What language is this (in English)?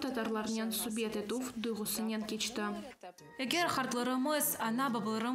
Crimean Tatar